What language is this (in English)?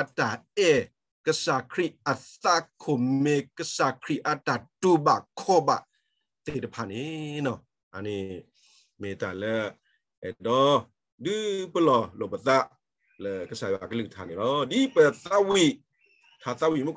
S'gaw Karen